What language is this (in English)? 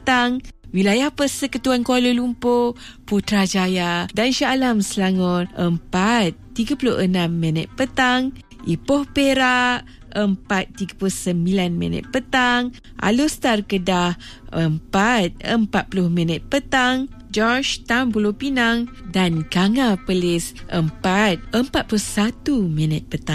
Malay